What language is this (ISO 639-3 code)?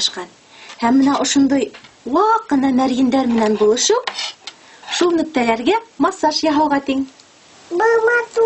bak